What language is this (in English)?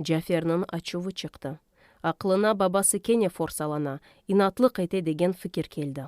Crimean Tatar